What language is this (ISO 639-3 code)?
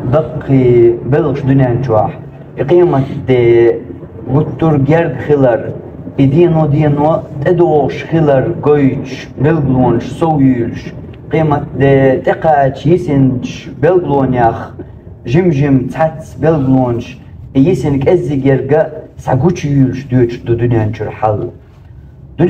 che